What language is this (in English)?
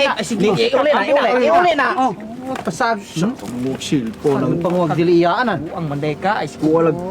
Cebuano